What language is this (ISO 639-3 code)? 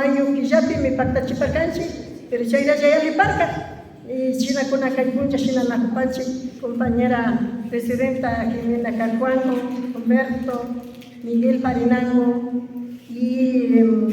qvi